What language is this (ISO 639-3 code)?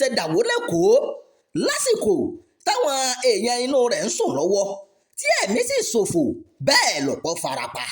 yor